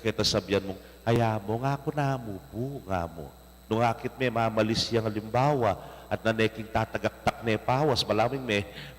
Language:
Pampanga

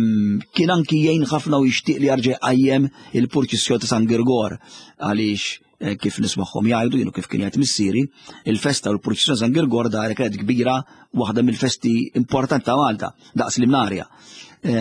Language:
Maltese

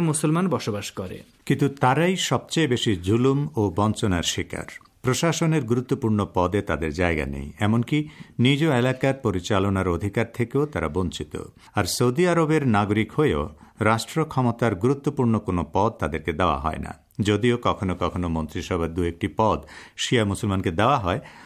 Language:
Bangla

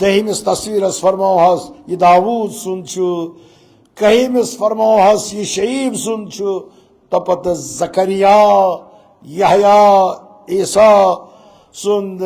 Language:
Kashmiri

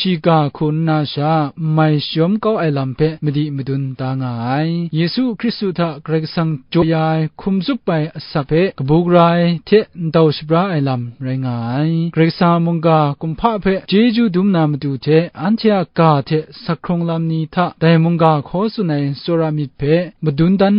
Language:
Kachin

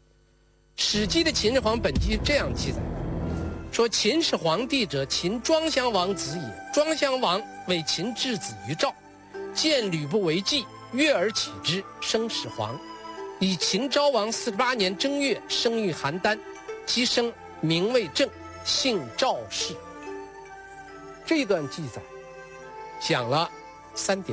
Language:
Chinese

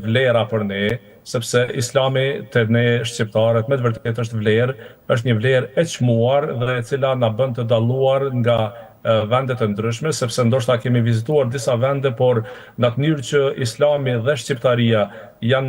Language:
Albanian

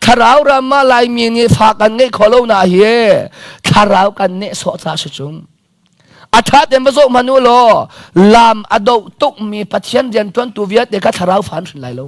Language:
Hakha Chin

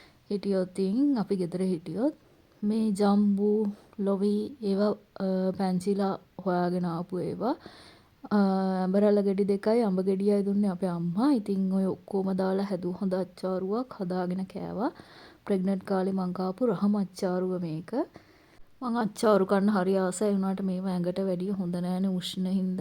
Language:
Sinhala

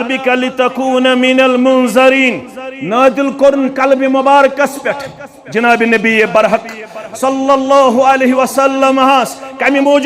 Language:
Kashmiri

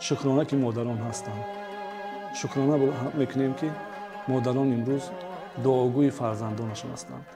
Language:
Tajik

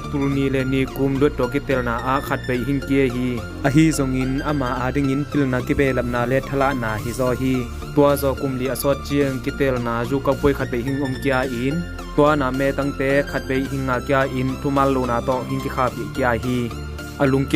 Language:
Tedim Chin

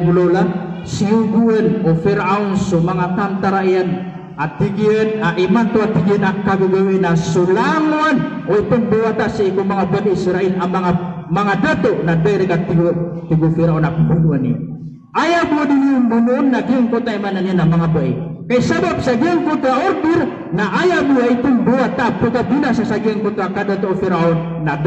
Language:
Maranao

